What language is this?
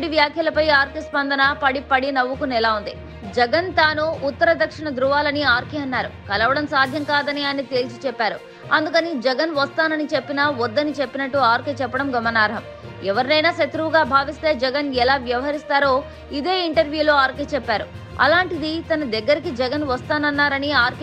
Telugu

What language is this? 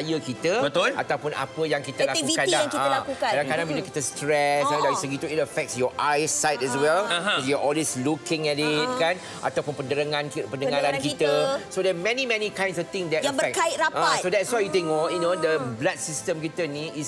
Malay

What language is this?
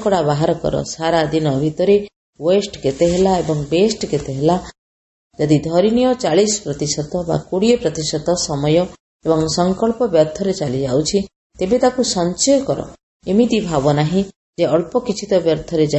Odia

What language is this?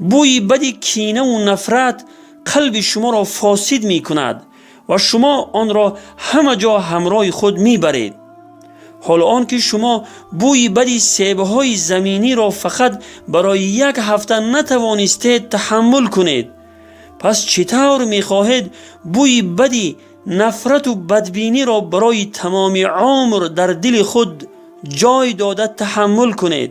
Tajik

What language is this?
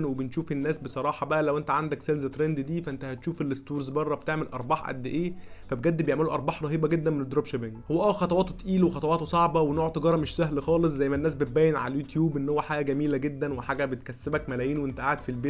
Egyptian Arabic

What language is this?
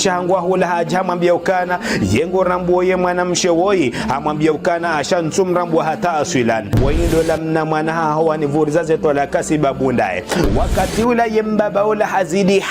Ngazidja Comorian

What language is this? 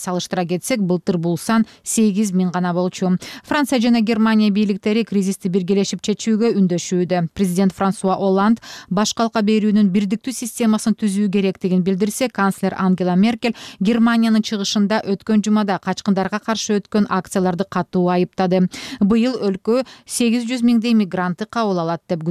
Kyrgyz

